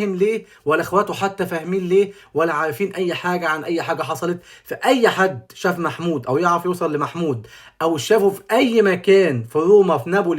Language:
Egyptian Arabic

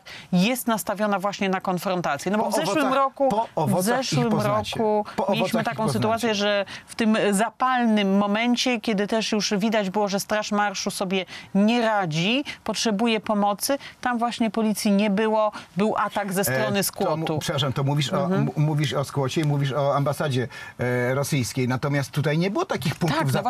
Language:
Polish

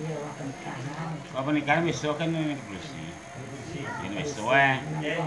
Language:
Minangkabau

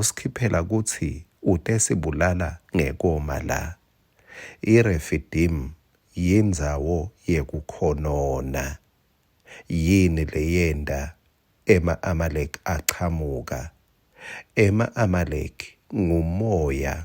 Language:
Swati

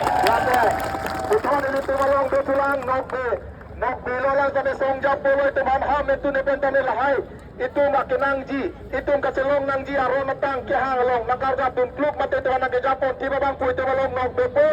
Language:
Karbi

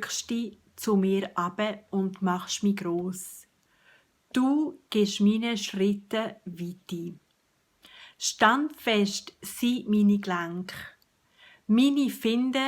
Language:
Swiss German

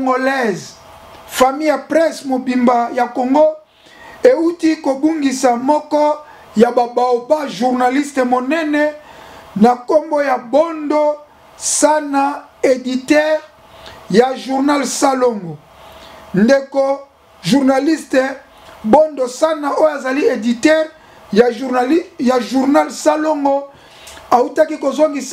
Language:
Lingala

